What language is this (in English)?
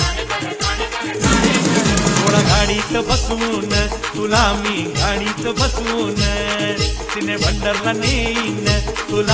Marathi